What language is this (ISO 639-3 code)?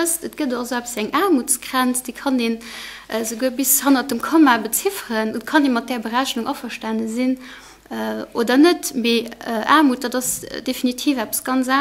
ltz